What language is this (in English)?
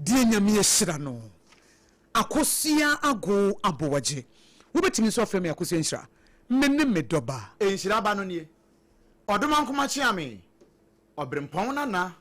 Akan